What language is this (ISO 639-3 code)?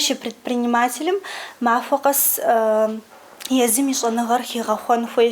kbd